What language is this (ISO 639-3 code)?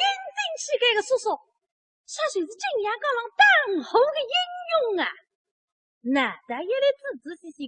wuu